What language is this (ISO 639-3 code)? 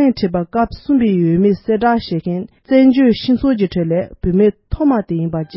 bod